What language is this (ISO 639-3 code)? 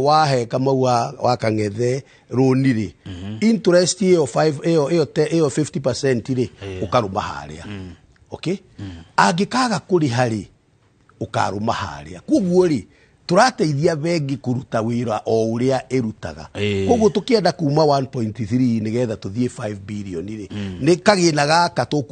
kik